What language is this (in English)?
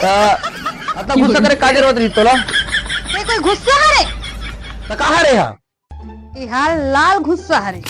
Chhattisgarhi